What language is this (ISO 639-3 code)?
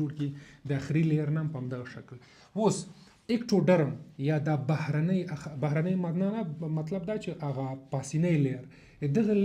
pus